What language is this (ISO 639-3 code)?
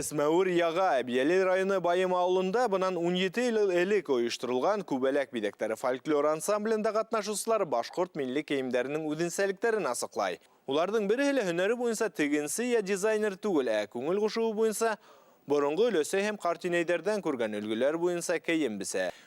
bak